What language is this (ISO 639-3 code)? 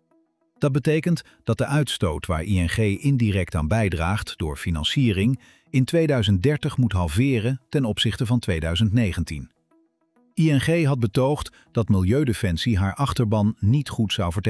nld